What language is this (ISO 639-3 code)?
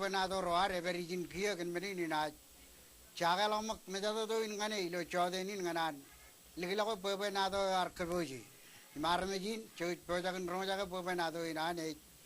mah